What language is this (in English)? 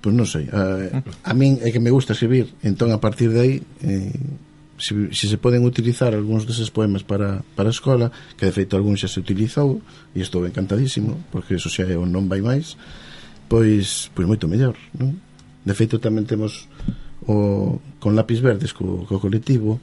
Galician